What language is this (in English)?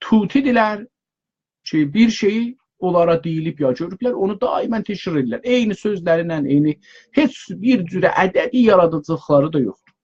South Azerbaijani